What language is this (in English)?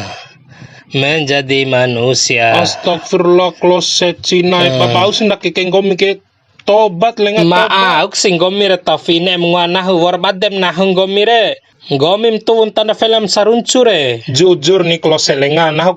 Bima